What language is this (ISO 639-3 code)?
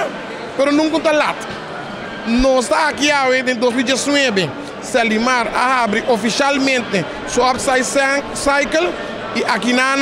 pap